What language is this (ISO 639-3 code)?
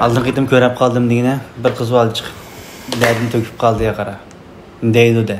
uig